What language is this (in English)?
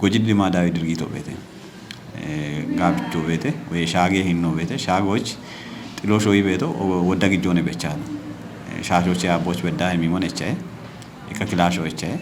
Kafa